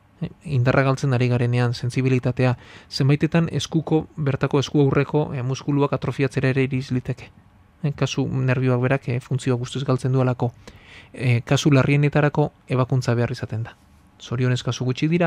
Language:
Basque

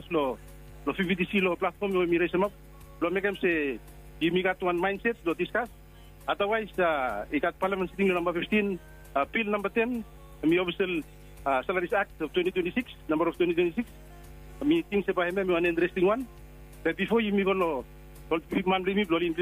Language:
Bislama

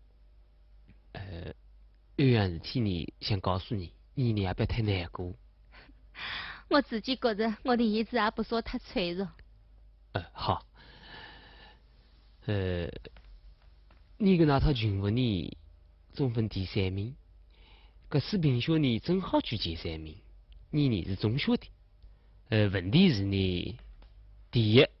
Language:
Wu Chinese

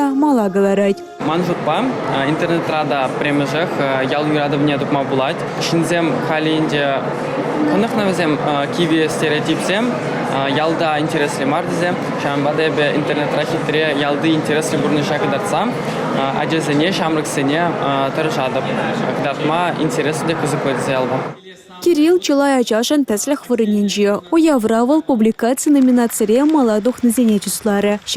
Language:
Chuvash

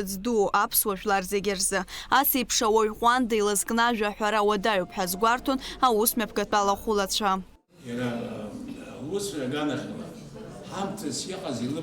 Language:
Abkhazian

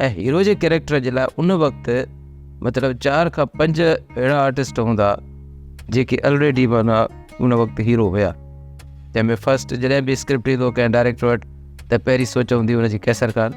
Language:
Sindhi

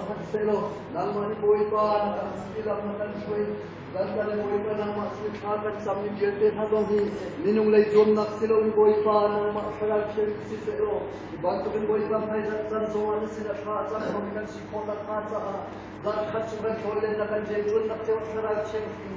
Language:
Hakha Chin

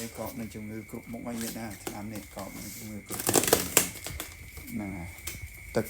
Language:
Khmer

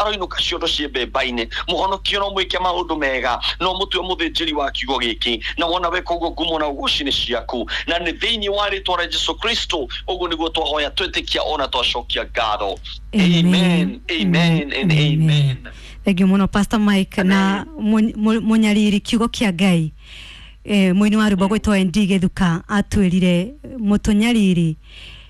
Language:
Kikuyu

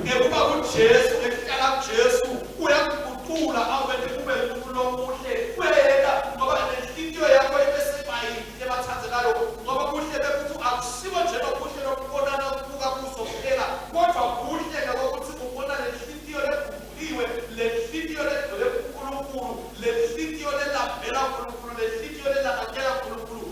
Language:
Swati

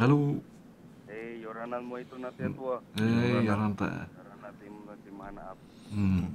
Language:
Tahitian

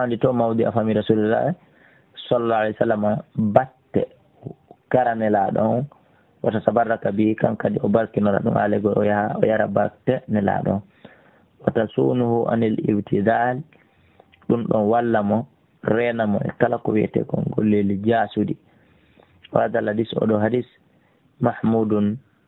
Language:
Fula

